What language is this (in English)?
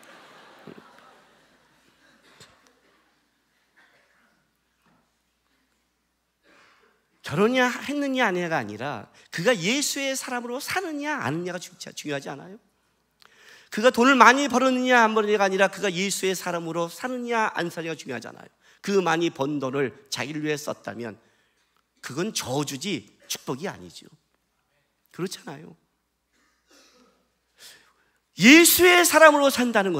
Korean